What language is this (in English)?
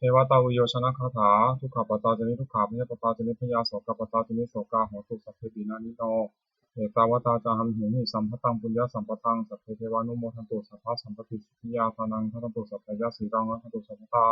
Pali